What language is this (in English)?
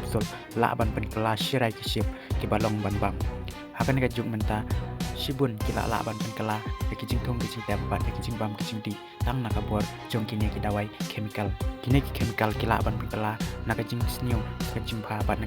Khasi